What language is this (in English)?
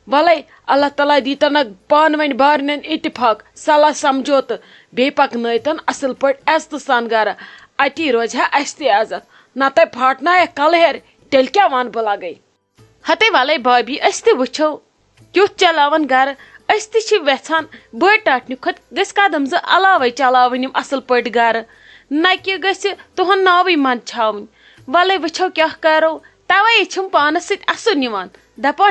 Kashmiri